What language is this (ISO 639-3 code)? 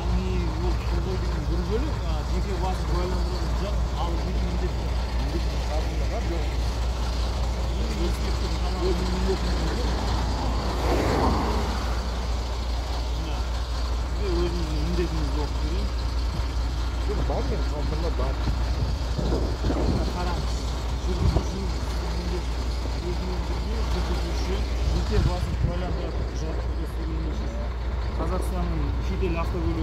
kaz